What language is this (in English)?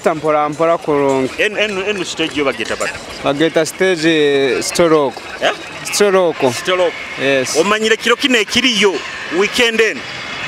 Nyoro